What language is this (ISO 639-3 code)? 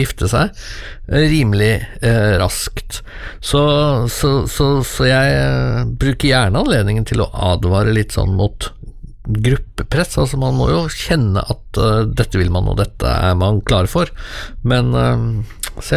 nor